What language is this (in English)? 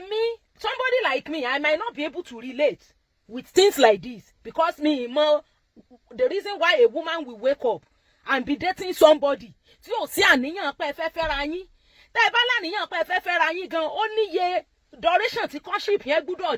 Yoruba